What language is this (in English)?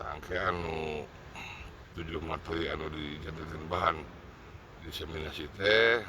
Sundanese